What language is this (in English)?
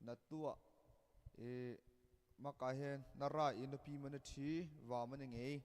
Hakha Chin